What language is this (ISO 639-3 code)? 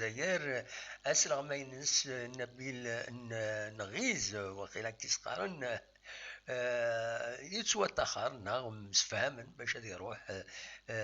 kab